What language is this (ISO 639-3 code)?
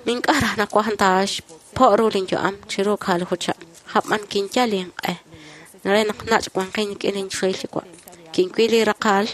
kek